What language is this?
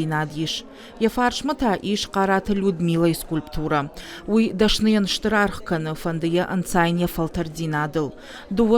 Ossetic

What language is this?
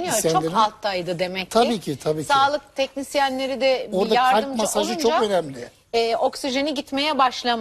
Turkish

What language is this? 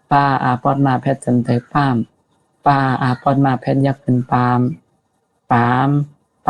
Shan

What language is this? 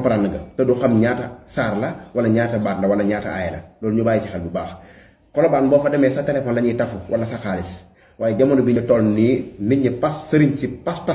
Wolof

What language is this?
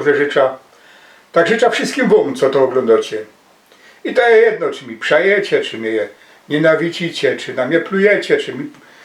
Silesian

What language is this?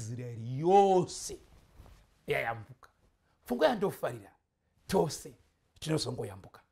Shona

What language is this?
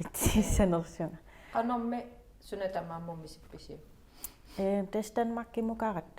Kalaallisut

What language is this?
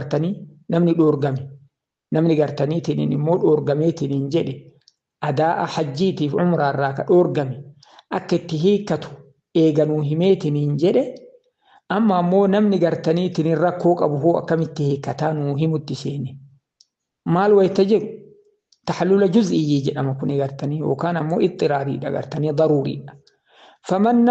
Oromo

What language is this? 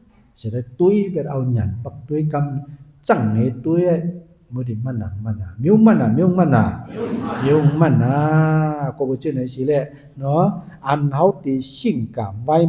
Shan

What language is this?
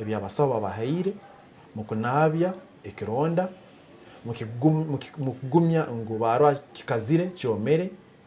Nyankole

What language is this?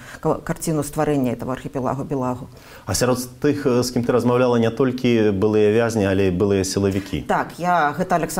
Belarusian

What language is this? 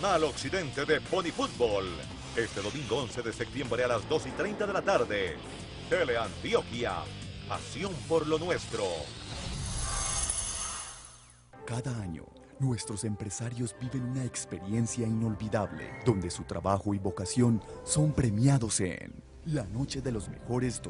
Spanish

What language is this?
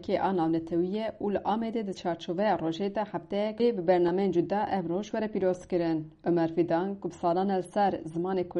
Kurdish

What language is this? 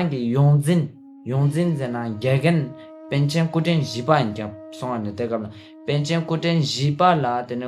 Ladakhi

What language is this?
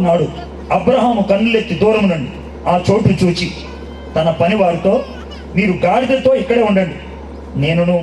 Telugu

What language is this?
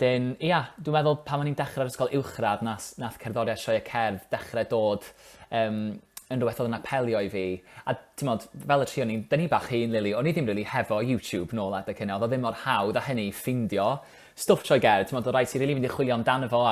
Welsh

